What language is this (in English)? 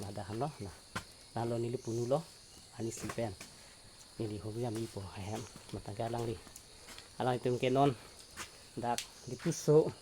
Karbi